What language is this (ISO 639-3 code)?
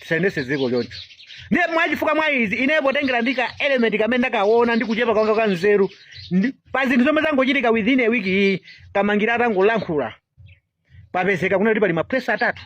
nya